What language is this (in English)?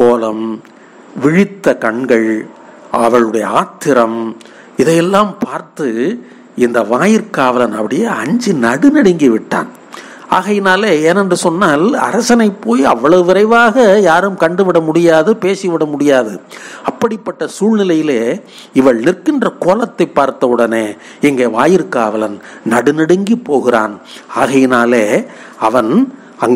Tamil